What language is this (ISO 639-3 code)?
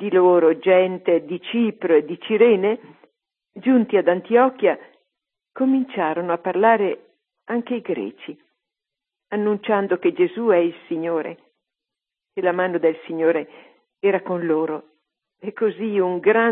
ita